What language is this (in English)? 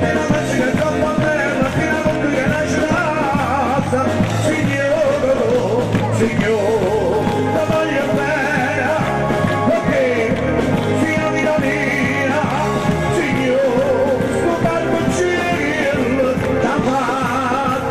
Neapolitan